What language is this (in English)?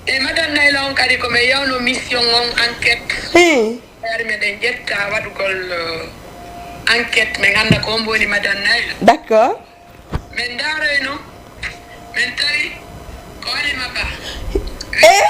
Fula